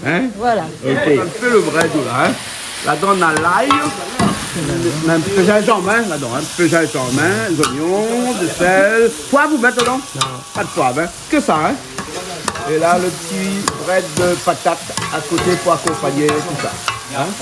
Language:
Réunion Creole French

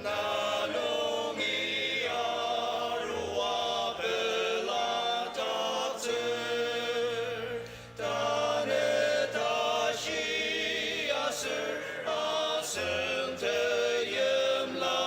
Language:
Ao Naga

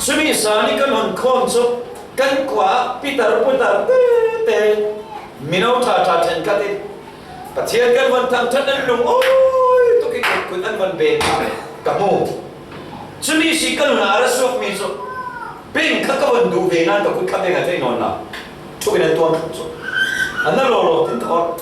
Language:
Falam Chin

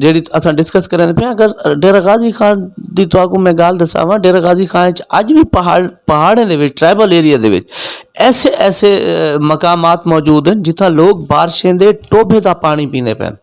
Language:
Saraiki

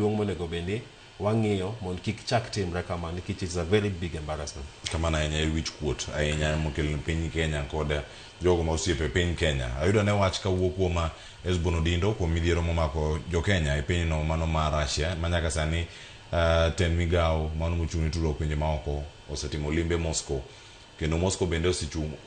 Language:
Luo (Kenya and Tanzania)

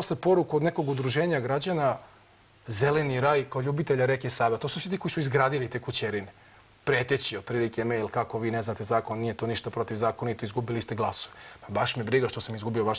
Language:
Serbian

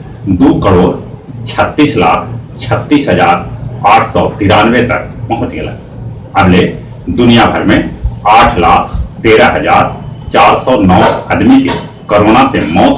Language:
Magahi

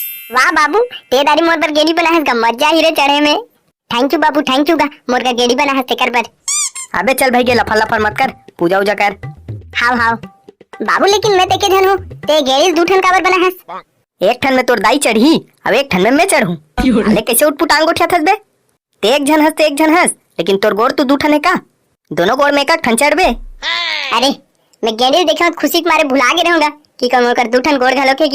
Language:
Chhattisgarhi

